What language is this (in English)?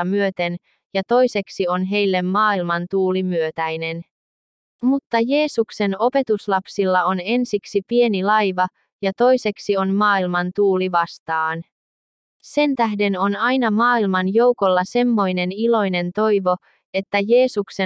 Finnish